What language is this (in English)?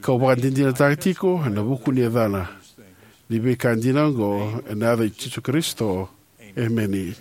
Fijian